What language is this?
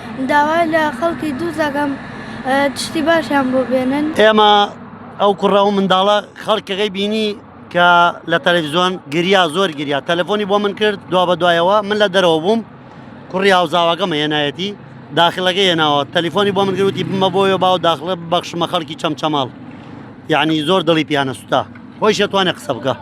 Central Kurdish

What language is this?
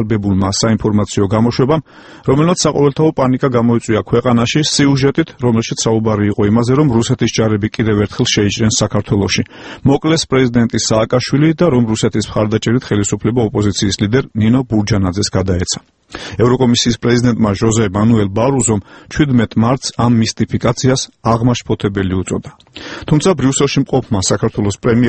Georgian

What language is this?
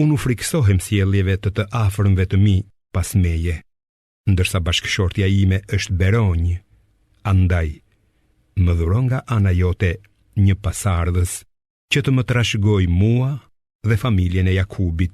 Albanian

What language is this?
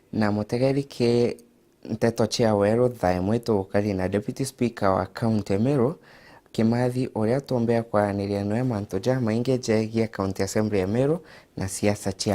Meru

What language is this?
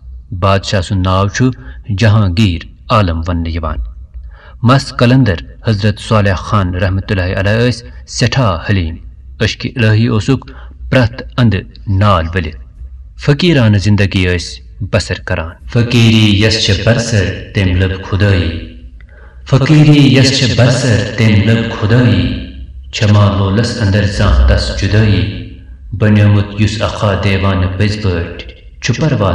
Kashmiri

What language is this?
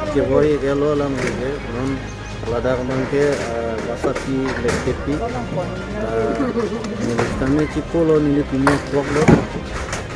Karbi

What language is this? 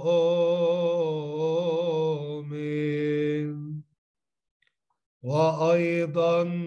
Arabic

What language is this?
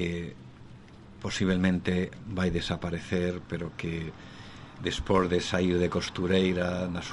Galician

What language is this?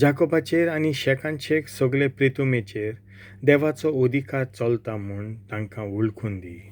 Konkani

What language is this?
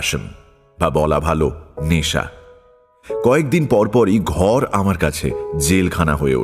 Bangla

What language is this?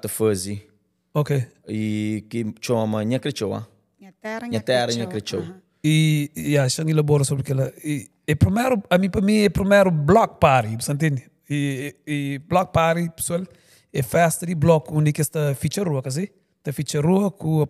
Kabuverdianu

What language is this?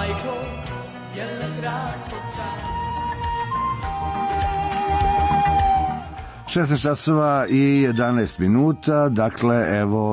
Serbian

